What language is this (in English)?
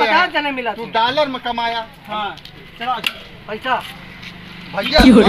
Awadhi